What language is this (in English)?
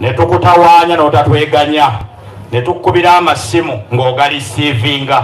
Soga